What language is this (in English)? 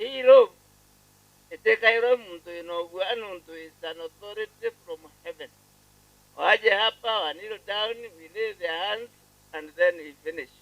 Meru